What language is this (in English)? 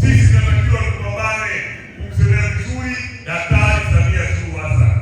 Swahili